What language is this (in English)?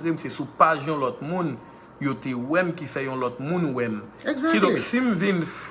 Haitian Creole